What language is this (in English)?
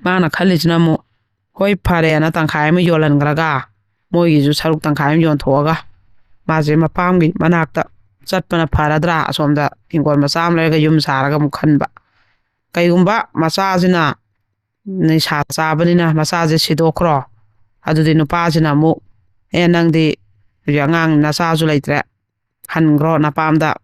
Manipuri